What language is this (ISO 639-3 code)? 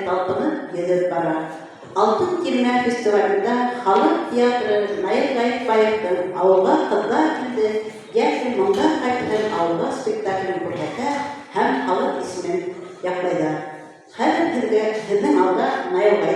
bak